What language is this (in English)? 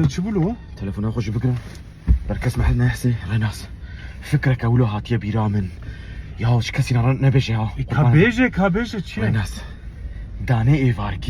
Kurdish